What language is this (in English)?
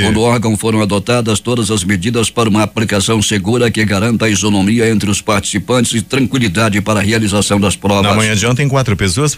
Portuguese